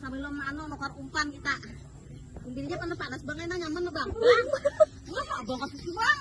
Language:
Banjar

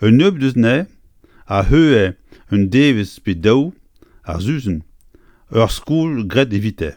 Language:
Breton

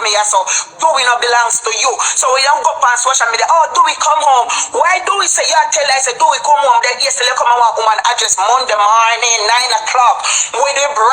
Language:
Jamaican Creole English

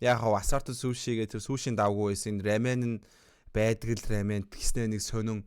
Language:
Mongolian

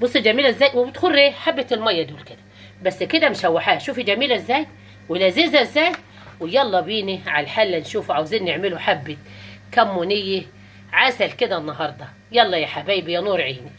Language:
Egyptian Arabic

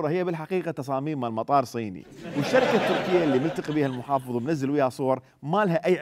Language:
Mesopotamian Arabic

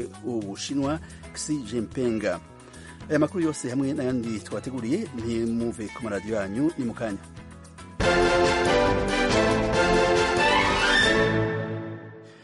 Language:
Kinyarwanda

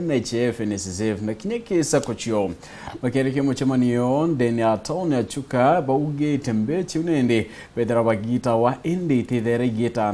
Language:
Meru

